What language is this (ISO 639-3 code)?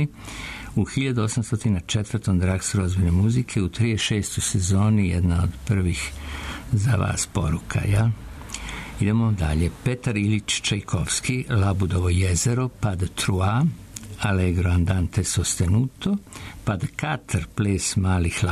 srp